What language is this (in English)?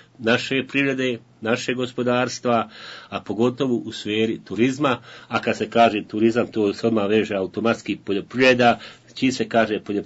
Bosnian